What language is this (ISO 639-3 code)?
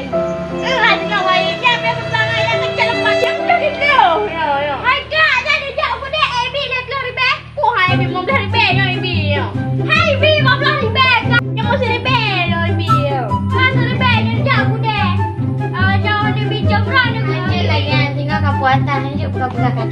ace